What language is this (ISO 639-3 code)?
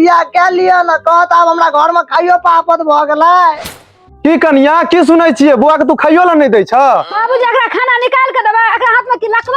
mai